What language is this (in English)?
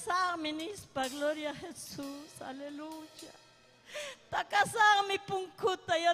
Ayacucho Quechua